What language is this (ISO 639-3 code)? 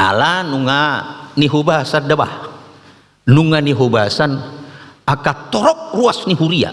bbc